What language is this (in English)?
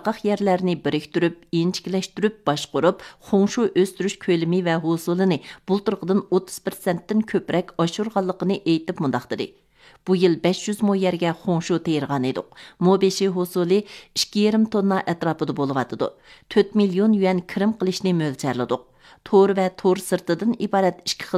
Uyghur